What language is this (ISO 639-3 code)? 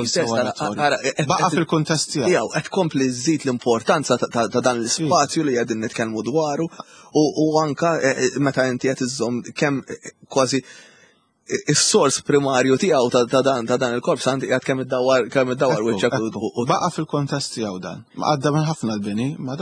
mlt